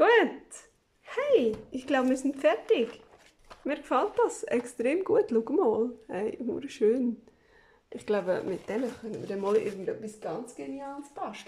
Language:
Swiss German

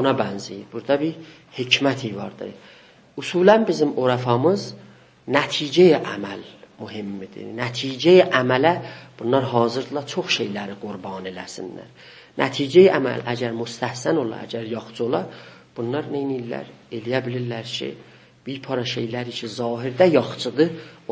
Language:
South Azerbaijani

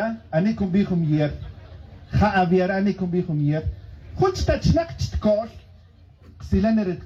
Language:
Tz'utujil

